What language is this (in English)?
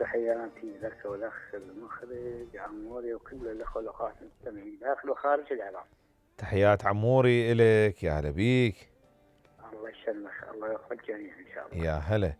Mesopotamian Arabic